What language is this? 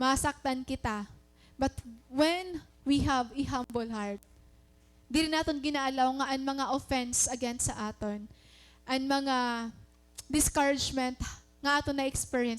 Waray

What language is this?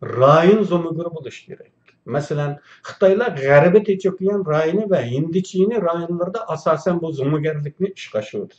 Uyghur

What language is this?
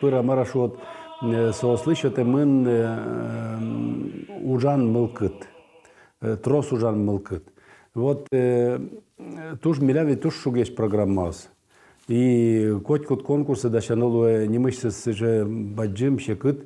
Udmurt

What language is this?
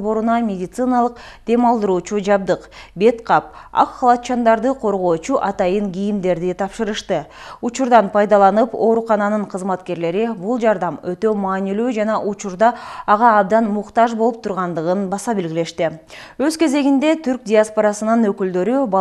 Kyrgyz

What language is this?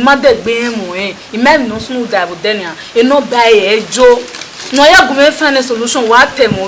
Bini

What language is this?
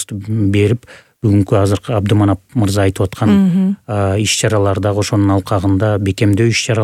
Kyrgyz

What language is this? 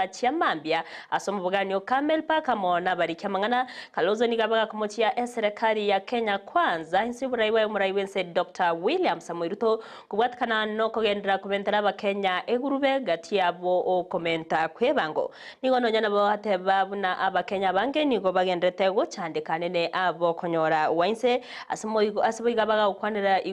Gusii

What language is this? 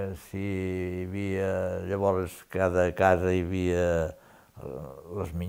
Catalan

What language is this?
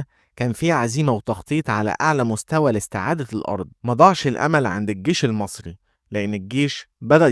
Egyptian Arabic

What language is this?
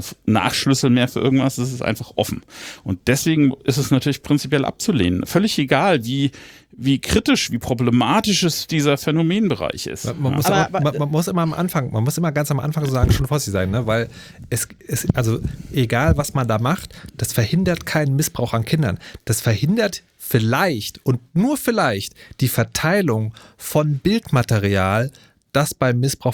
German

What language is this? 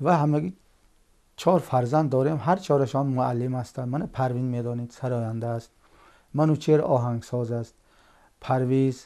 Tajik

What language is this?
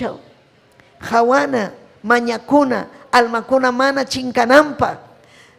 Ayacucho Quechua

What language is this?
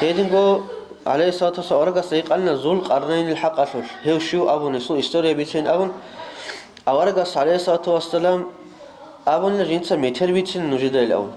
Avaric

